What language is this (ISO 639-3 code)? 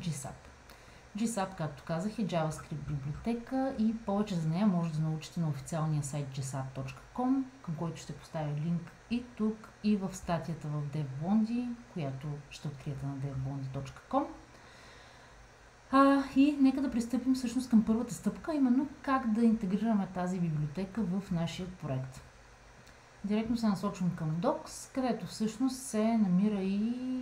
bul